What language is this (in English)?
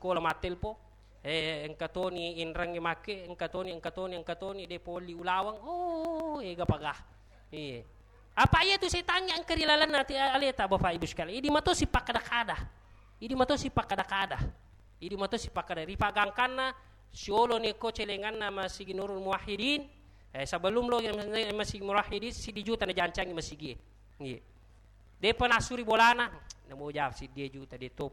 Buginese